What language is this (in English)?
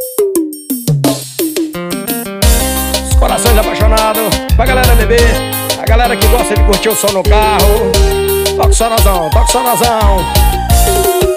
Portuguese